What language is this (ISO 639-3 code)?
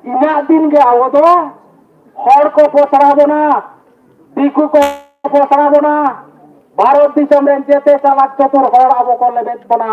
sat